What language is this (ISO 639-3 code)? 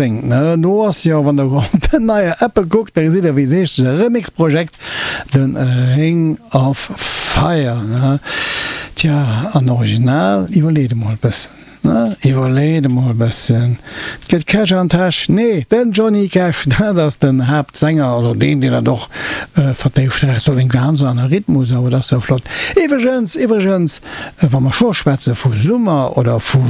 ltz